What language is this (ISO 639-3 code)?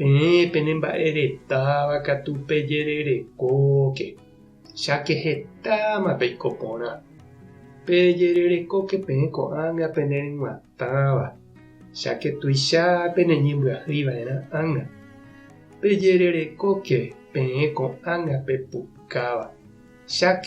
grn